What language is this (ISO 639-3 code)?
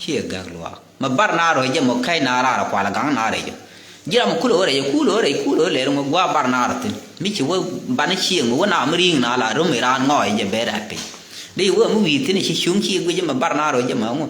nus